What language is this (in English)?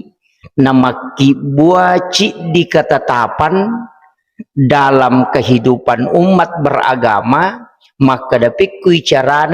Buginese